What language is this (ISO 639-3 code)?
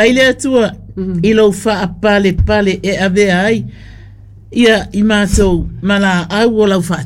smo